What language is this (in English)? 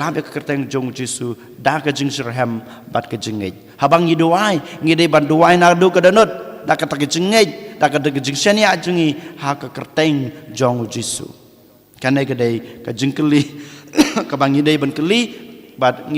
Khasi